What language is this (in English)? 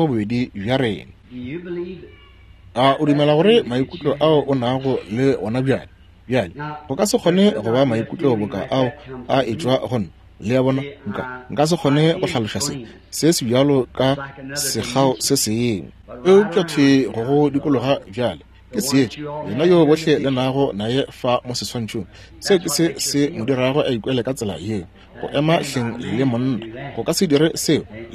Northern Sotho